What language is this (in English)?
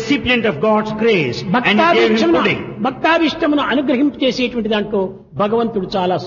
Telugu